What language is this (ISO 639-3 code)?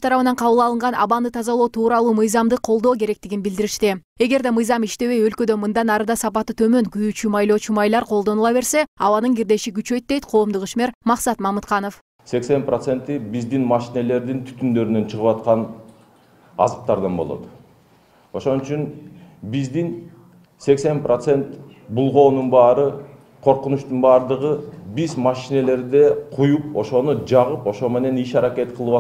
kir